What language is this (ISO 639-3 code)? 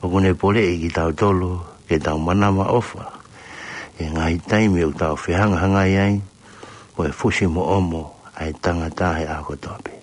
ton